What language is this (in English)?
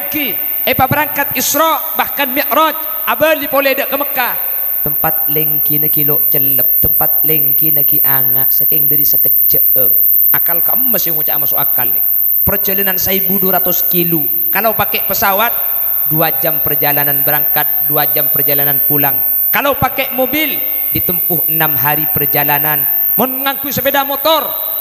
Madurese